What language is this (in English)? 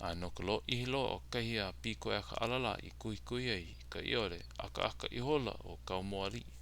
Hawaiian